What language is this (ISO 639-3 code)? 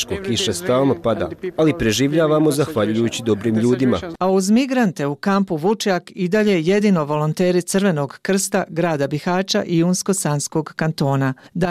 bos